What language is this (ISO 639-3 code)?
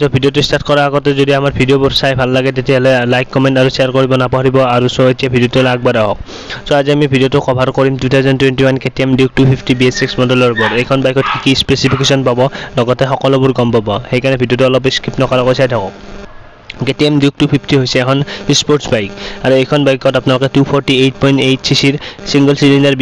asm